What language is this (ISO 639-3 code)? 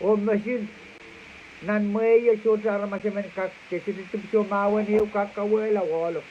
pon